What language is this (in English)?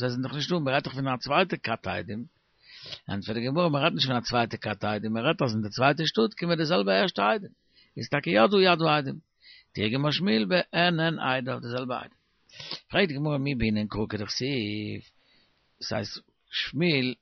Yiddish